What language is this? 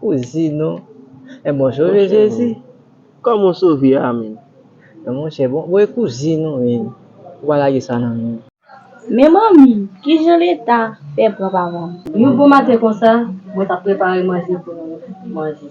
Haitian Creole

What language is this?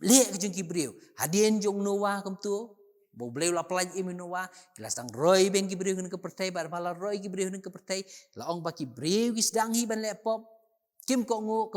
Khasi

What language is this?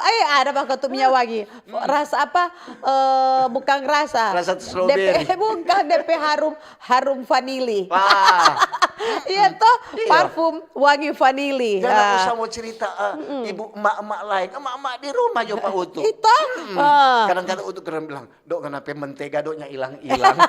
Manado Malay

